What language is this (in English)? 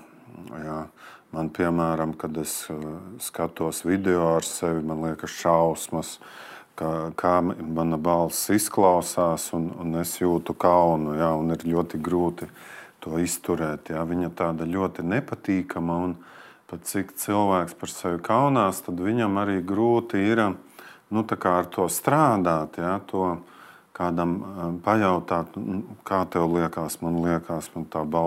Latvian